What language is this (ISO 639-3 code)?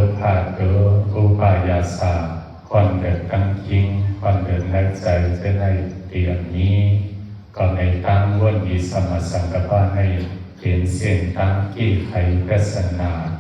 shn